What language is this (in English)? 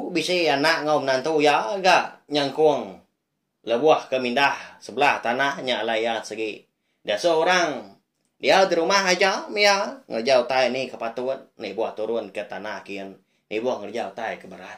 Iban